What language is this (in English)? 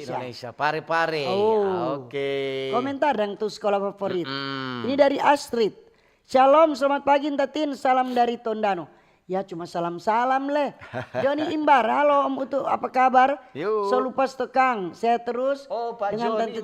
Manado Malay